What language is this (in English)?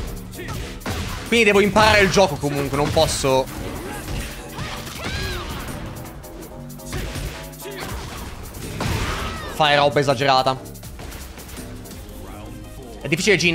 Italian